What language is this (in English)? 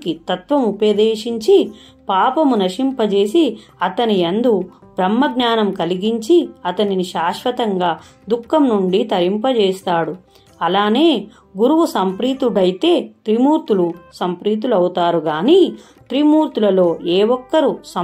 Telugu